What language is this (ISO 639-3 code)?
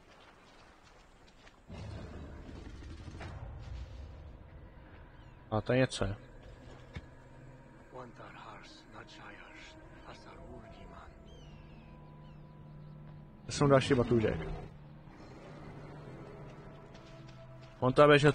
ces